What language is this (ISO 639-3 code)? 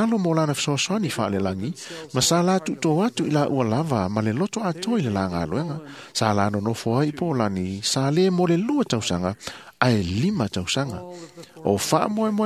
smo